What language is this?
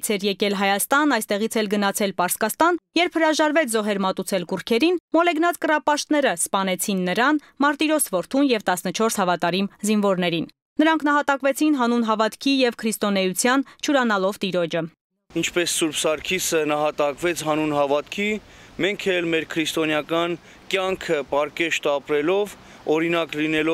Armenian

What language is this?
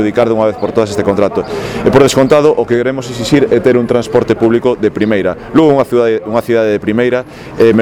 Galician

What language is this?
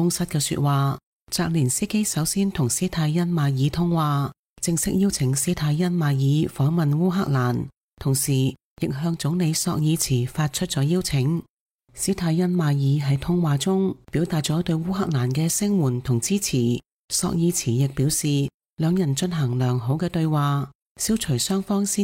Cantonese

